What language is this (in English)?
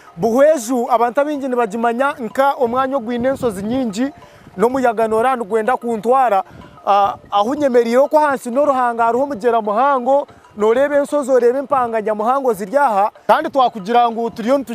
Nyankole